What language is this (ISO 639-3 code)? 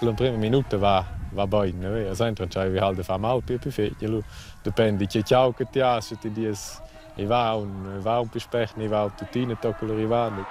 roh